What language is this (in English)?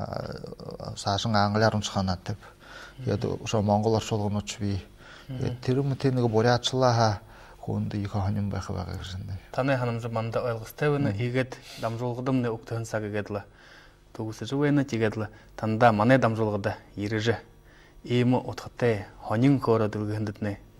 Buriat